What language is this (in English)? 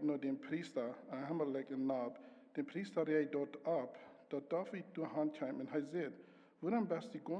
Plautdietsch